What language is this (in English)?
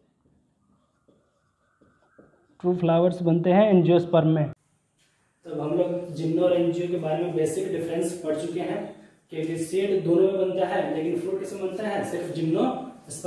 Hindi